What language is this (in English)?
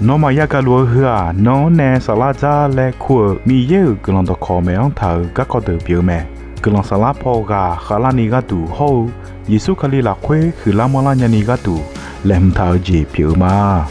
Akha